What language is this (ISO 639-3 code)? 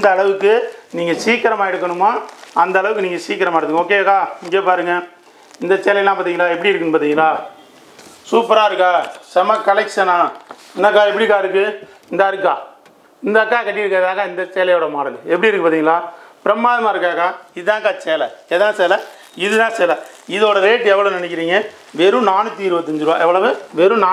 tam